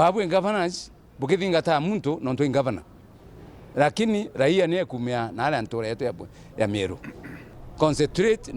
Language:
Meru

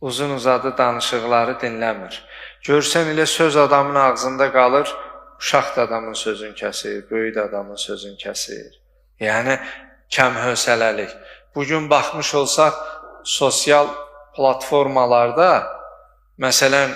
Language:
Azerbaijani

